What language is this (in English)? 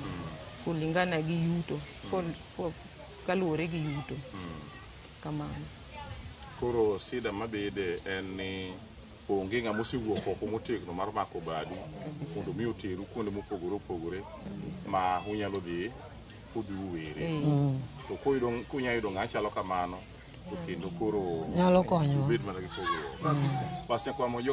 Luo (Kenya and Tanzania)